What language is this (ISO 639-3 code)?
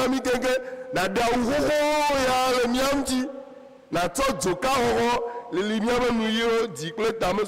ewe